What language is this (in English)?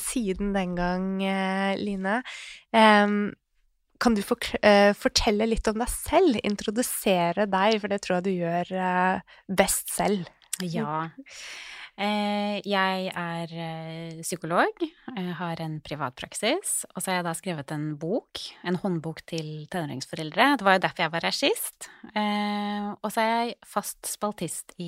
Norwegian